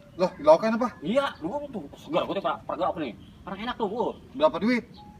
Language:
Betawi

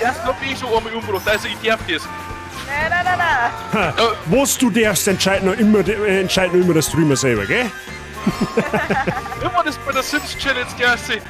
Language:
Bavarian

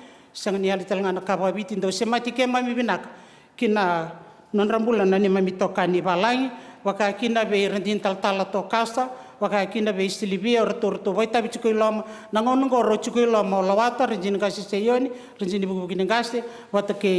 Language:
Fijian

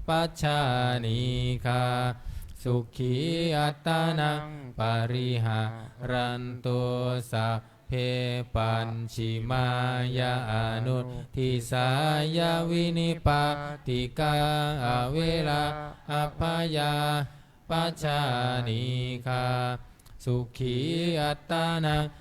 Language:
Pali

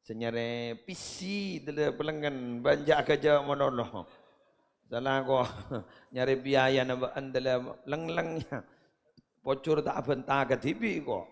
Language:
Madurese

